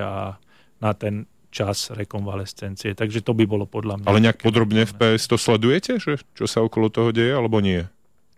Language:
Slovak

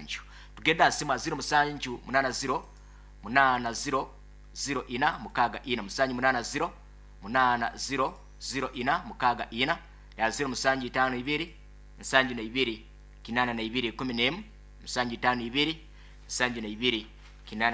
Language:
Nyoro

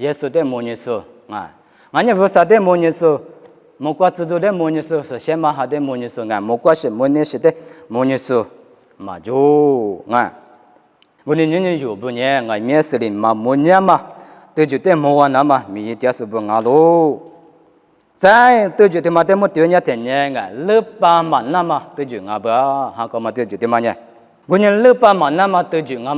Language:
Lisu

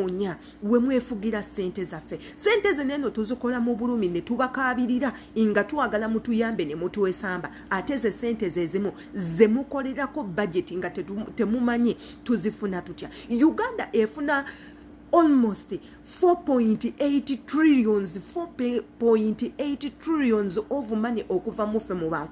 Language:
Ganda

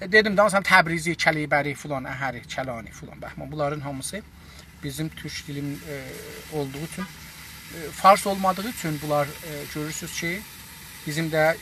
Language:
South Azerbaijani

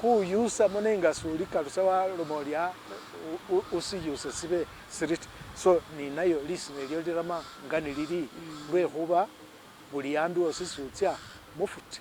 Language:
Masaaba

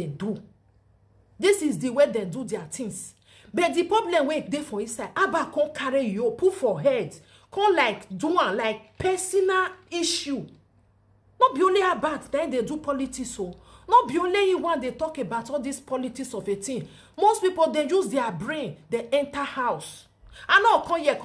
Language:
Nigerian Pidgin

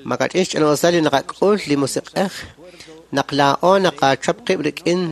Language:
Kekchí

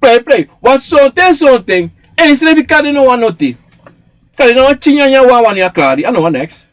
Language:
Sranan Tongo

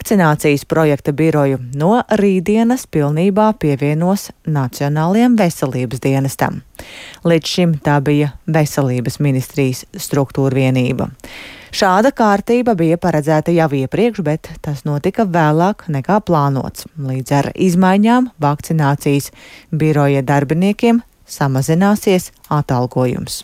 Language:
Latvian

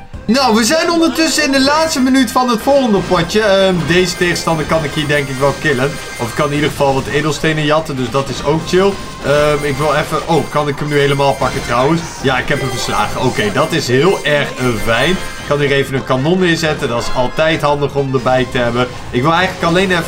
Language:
Dutch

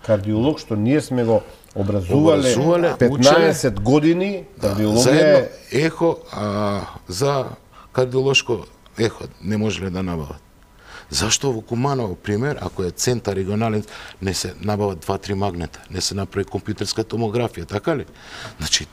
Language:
Macedonian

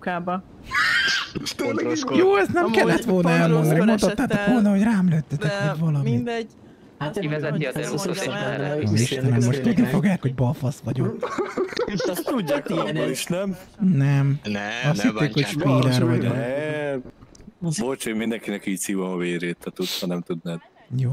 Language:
Hungarian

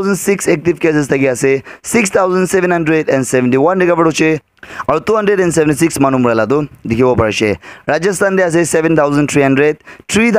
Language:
Naga Pidgin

